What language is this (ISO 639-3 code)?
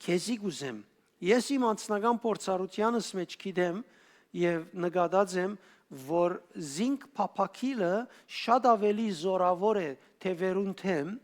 hyw